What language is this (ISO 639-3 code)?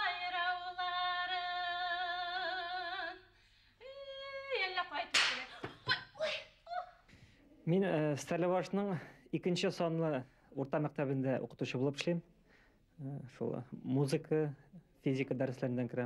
bak